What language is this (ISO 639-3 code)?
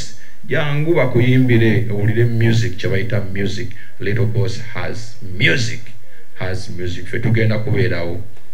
lug